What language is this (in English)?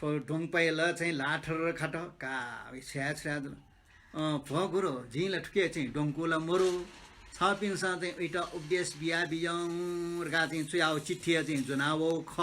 Newari